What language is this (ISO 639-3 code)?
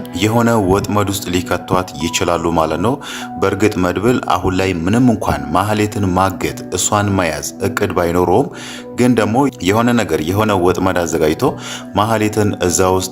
amh